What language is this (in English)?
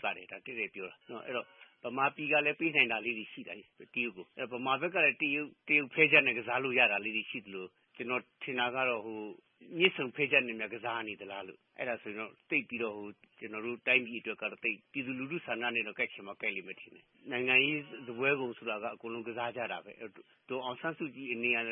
Burmese